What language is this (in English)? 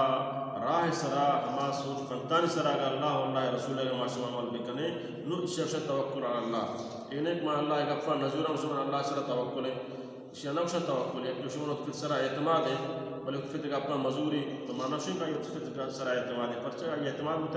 Baluchi